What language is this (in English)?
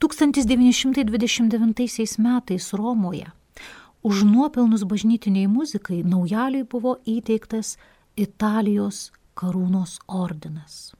Lithuanian